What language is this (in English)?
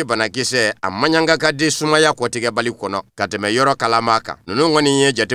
Bambara